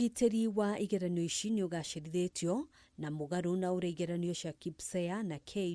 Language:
Kikuyu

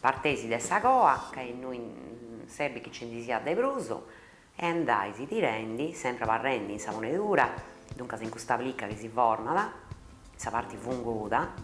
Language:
Sardinian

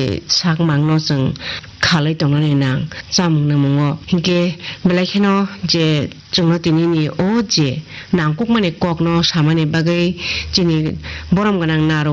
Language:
Kok Borok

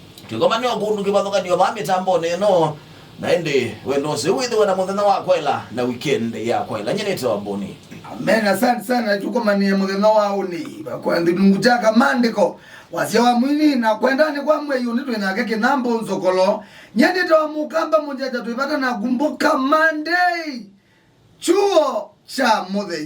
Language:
Kamba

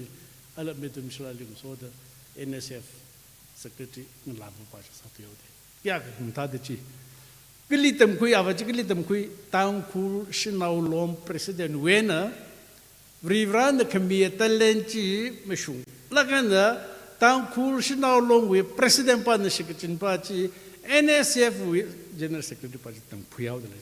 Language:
Tangkhul Naga (India)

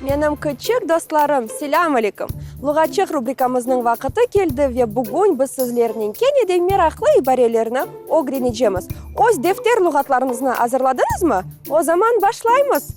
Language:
Crimean Tatar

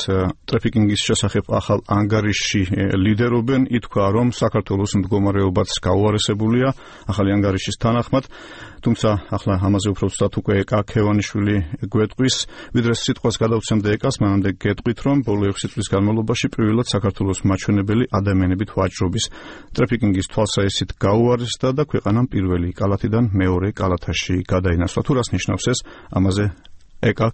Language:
Georgian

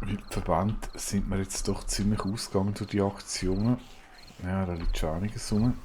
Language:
Swiss German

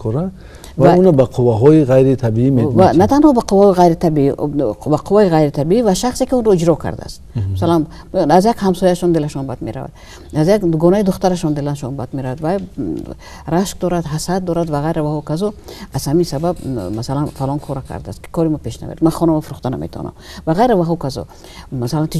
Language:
Tajik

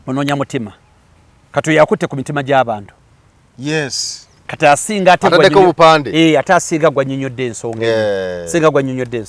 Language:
Ganda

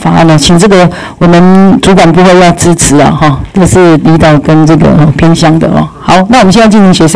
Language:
Chinese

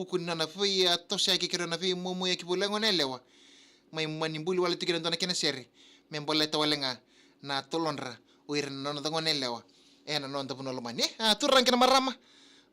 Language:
Fijian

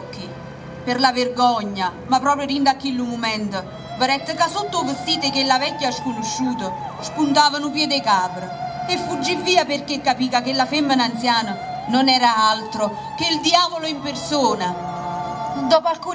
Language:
Neapolitan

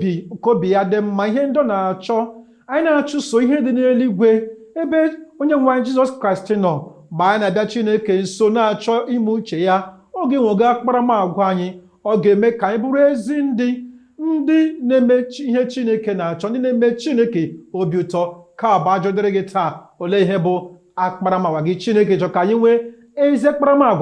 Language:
Igbo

